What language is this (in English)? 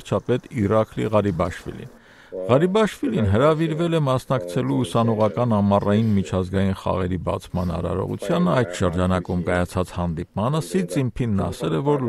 Armenian